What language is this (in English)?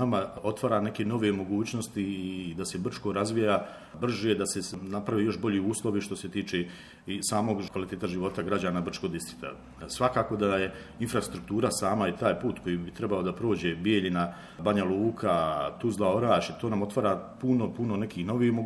Croatian